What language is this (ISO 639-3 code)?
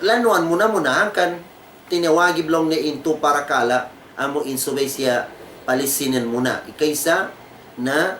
tsg